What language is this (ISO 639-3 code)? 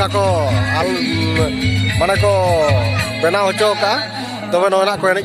sat